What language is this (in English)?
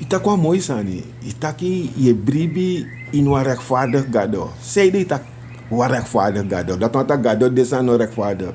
Sranan Tongo